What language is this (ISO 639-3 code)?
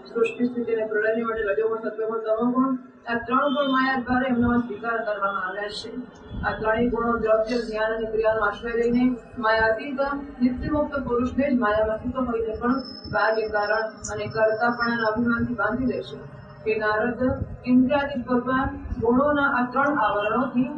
guj